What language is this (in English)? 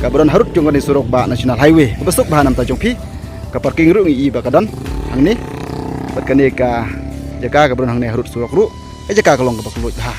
Khasi